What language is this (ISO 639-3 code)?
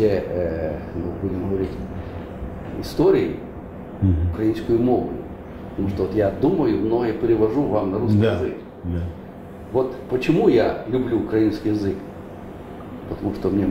rus